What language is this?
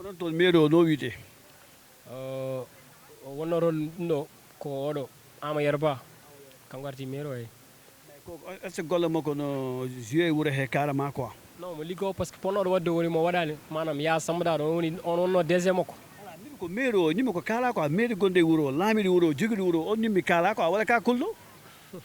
Fula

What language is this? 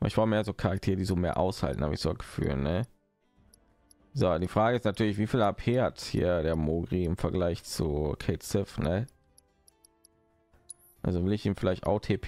German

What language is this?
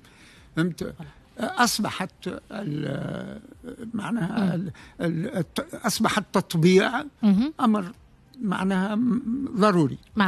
Tunisian Arabic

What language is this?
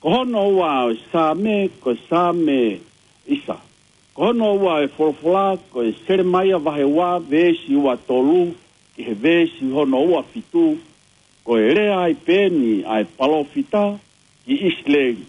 Tongan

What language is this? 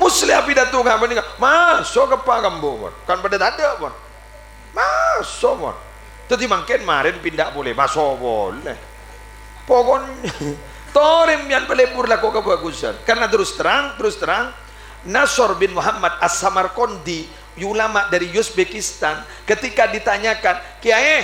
Madurese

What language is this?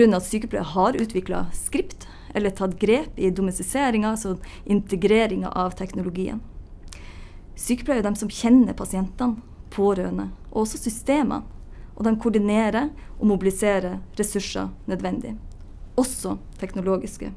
Norwegian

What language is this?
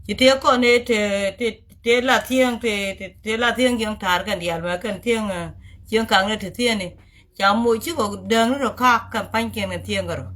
Nuer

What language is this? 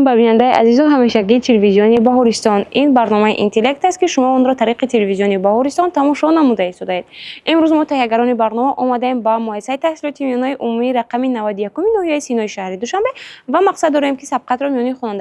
Tajik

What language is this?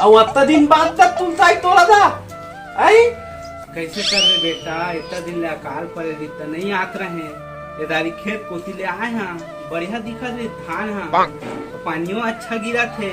Chhattisgarhi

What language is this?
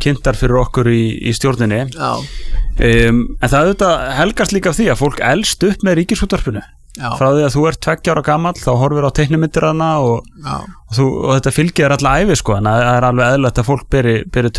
Icelandic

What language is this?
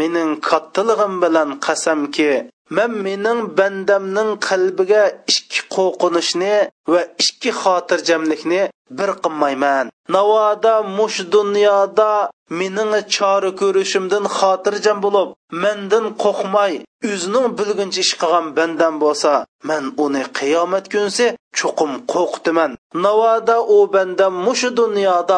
Uyghur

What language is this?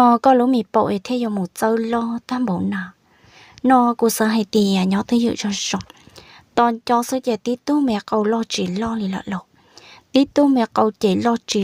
Hmong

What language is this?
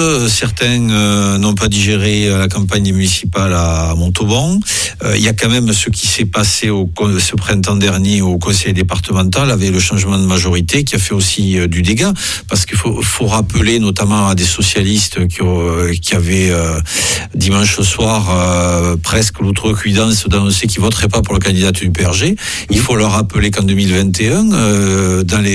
French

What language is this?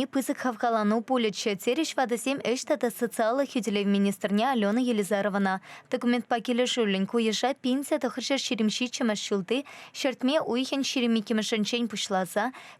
Chuvash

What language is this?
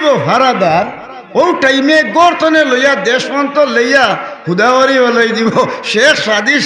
Sylheti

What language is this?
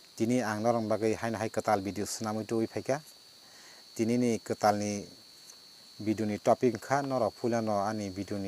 Kok Borok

